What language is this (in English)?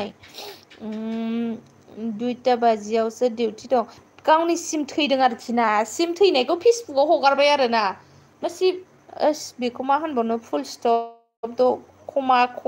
Bodo